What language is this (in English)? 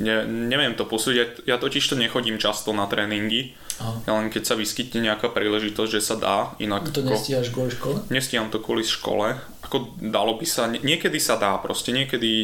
Slovak